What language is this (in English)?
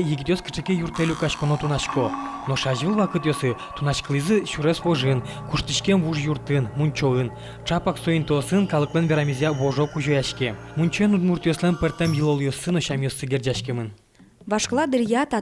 Udmurt